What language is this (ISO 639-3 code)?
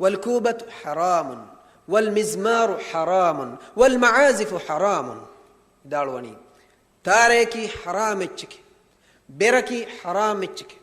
div